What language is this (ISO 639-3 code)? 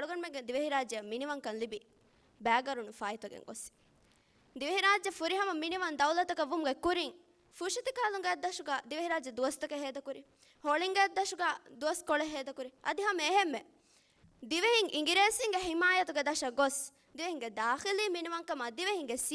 div